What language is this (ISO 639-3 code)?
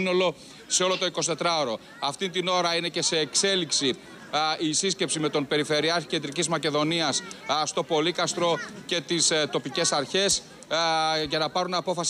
ell